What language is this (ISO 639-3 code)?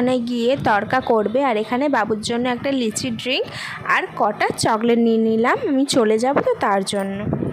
ben